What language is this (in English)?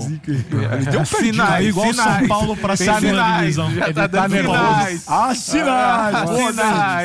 Portuguese